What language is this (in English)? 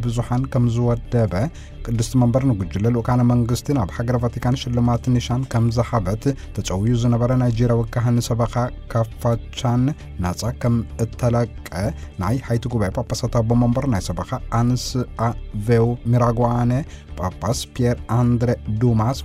Tigrinya